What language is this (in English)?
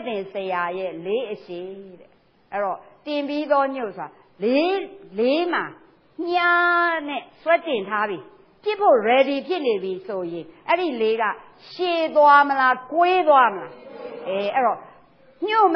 Burmese